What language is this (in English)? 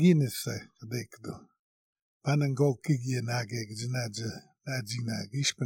Slovenian